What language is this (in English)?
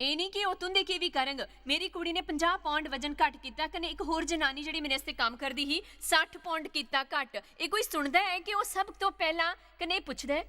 Dogri